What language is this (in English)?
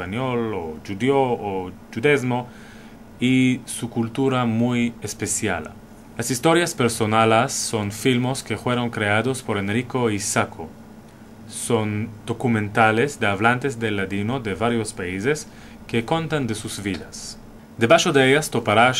Ladino